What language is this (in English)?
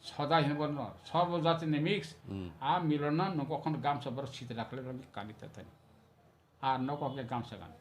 Kok Borok